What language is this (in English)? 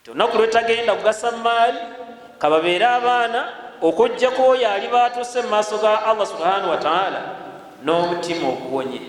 Ganda